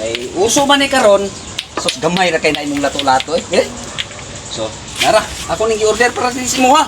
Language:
Cebuano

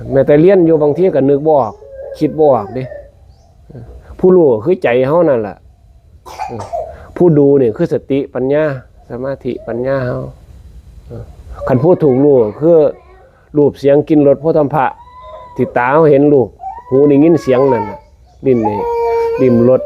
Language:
Northeastern Thai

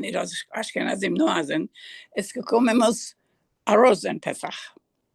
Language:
Ladino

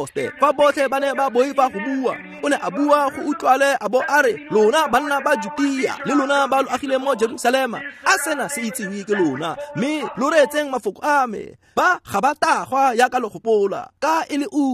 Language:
Tswana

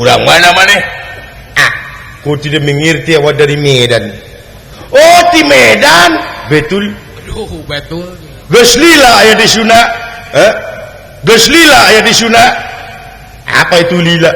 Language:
Sundanese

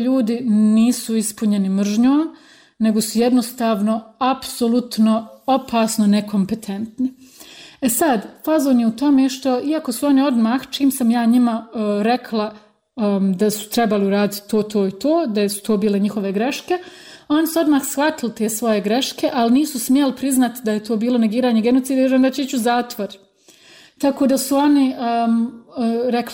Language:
Bosnian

